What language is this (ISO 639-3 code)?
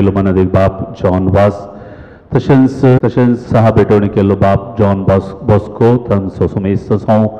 kok